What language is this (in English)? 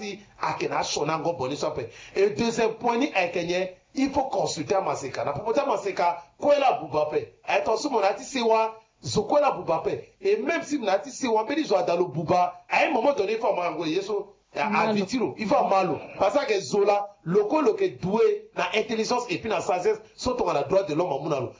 Sango